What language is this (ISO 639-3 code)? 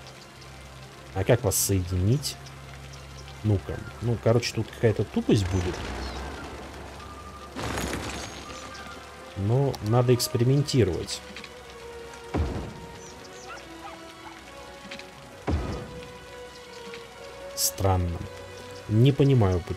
rus